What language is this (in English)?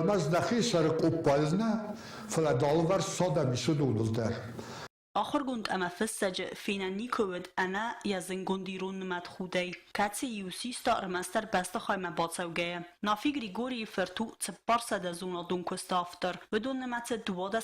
Ossetic